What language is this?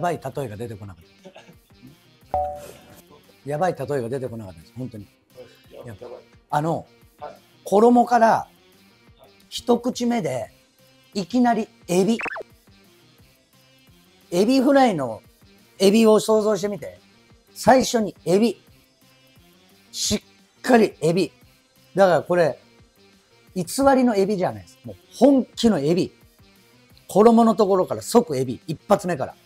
Japanese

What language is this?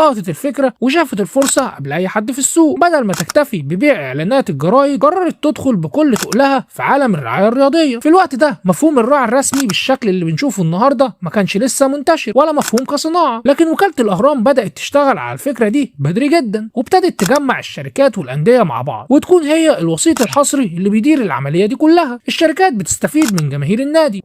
Egyptian Arabic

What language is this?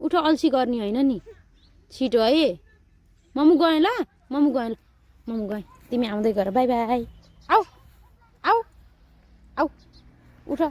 Nepali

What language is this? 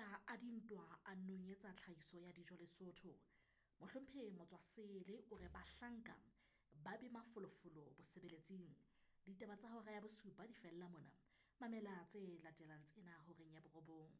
Southern Sotho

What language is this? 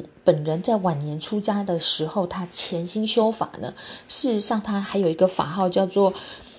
Chinese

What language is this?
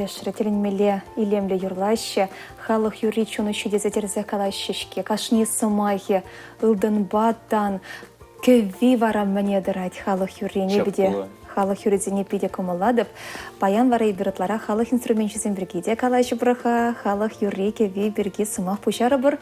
Chuvash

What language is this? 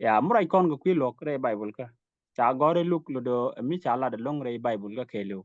Nuer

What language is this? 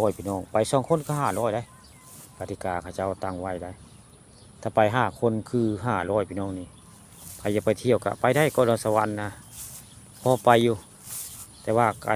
Northeastern Thai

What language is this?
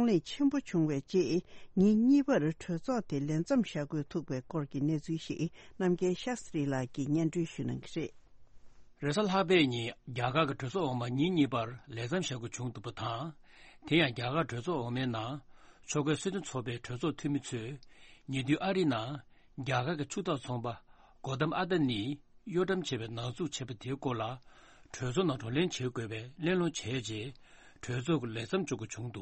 Tibetan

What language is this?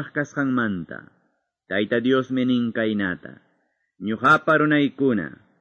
Quechua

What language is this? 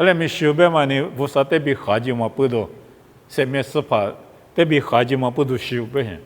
Lisu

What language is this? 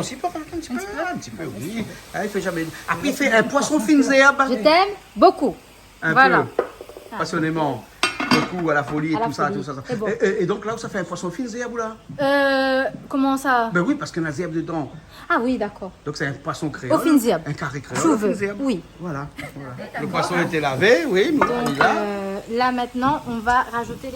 Réunion Creole French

